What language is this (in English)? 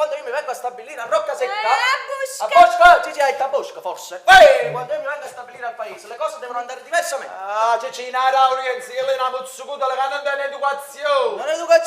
Neapolitan